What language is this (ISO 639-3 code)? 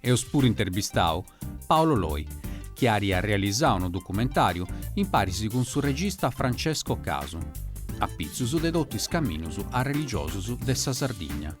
srd